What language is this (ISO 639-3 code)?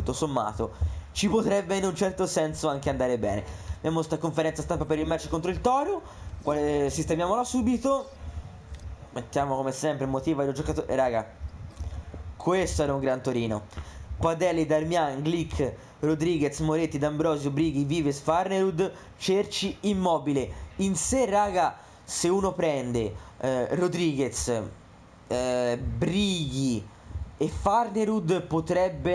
ita